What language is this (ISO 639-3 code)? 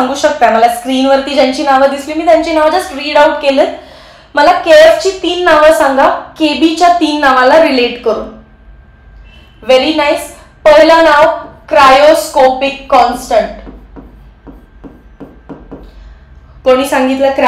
mar